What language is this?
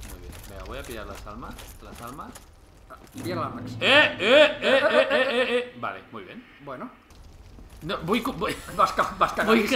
Spanish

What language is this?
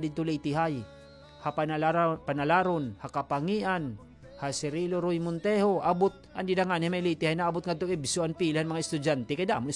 Waray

